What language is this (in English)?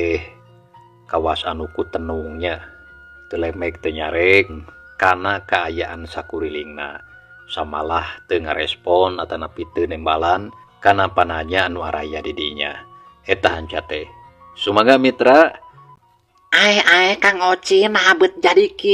Sundanese